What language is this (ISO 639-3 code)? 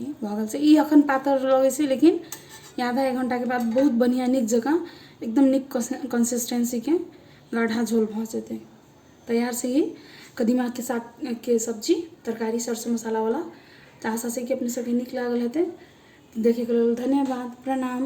mai